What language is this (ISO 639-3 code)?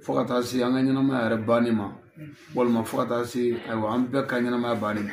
bam